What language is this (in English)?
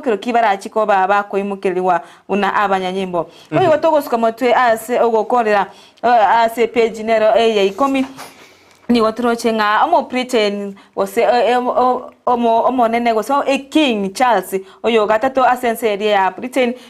Gusii